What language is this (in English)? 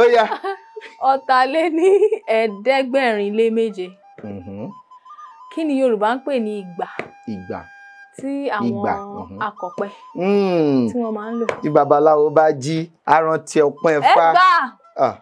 Yoruba